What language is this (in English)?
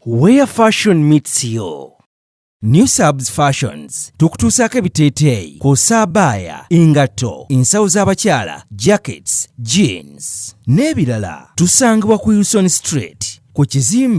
Ganda